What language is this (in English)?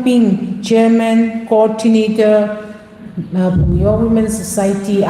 Tangkhul Naga (India)